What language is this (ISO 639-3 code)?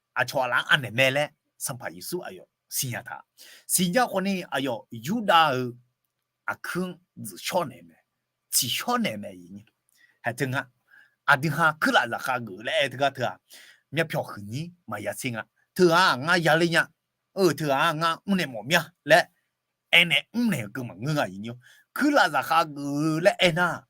ahk